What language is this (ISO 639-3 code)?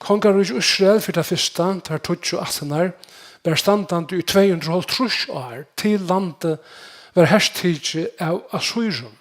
fao